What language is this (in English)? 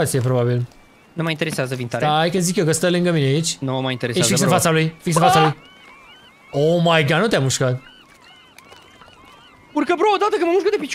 Romanian